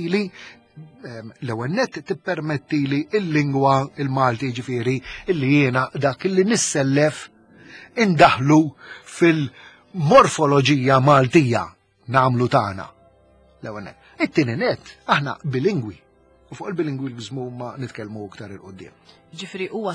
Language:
Maltese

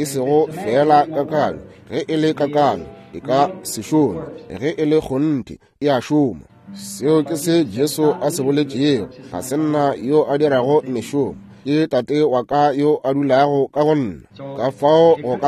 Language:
Northern Sotho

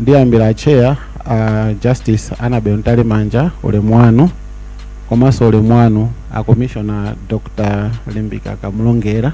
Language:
Nyanja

